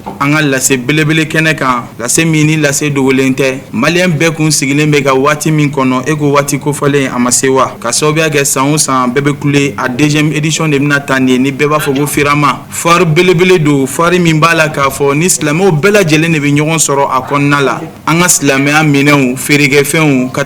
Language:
Bambara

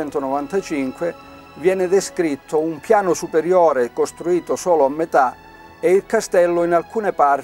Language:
Italian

